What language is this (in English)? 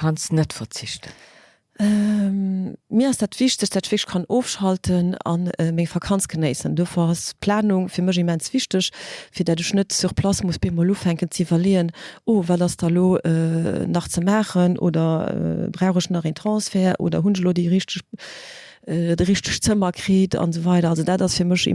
Luxembourgish